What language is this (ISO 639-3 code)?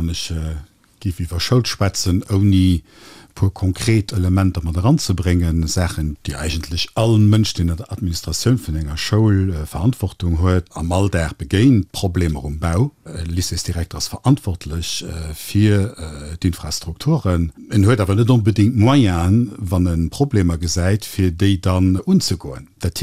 ltz